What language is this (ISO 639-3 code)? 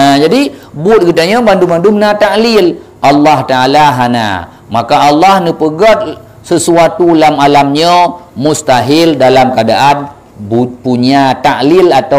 ace